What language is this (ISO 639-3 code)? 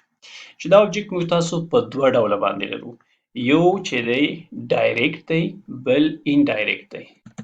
pus